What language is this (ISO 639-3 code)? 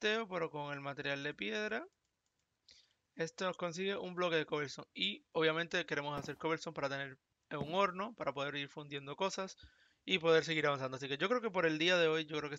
spa